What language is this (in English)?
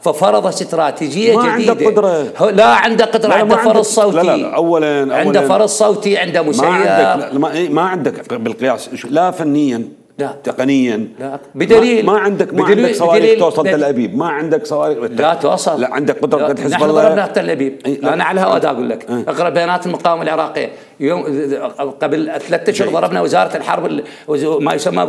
Mesopotamian Arabic